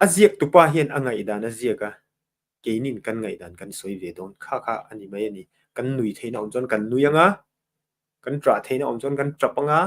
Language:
Mizo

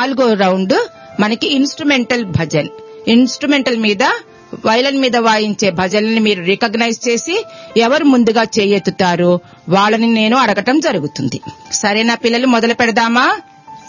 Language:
Telugu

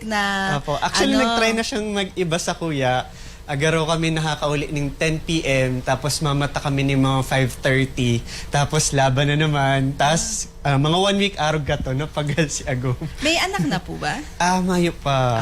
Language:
Bikol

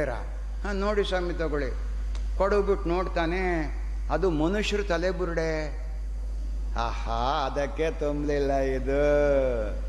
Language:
Kannada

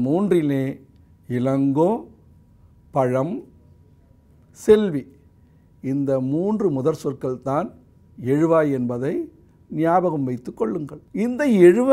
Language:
Tamil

